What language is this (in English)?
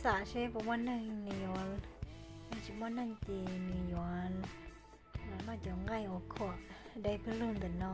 Hmong